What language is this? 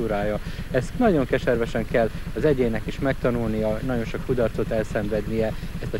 Hungarian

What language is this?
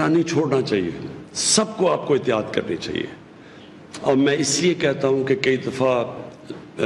Urdu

